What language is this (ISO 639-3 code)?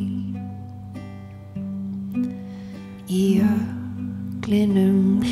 isl